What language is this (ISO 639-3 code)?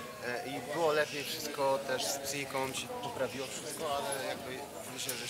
pol